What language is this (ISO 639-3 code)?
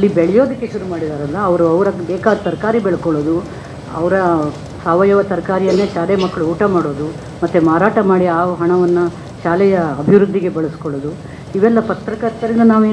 kan